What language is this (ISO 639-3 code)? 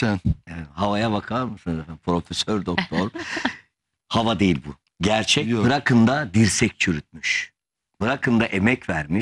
tur